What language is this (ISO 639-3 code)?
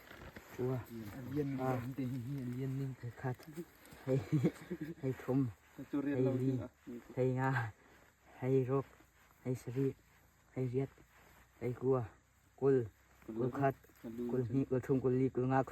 cnh